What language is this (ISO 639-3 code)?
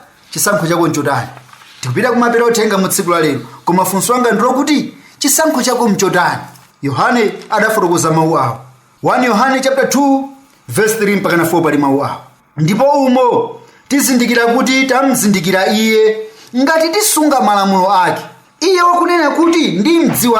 nya